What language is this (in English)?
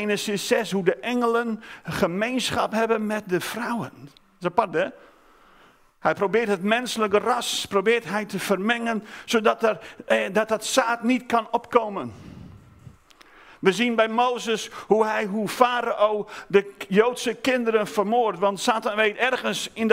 Dutch